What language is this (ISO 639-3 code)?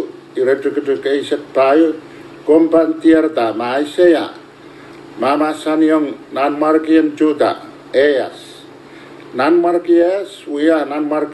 pon